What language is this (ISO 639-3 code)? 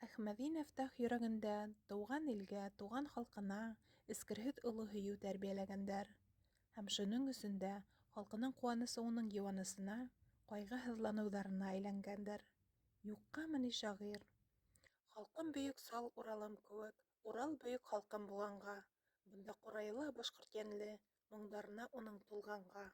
bak